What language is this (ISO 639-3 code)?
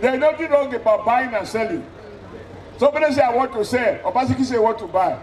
pcm